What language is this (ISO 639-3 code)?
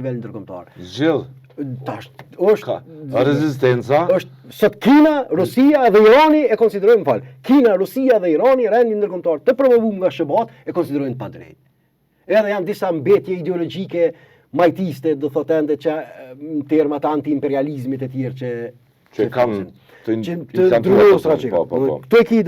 sqi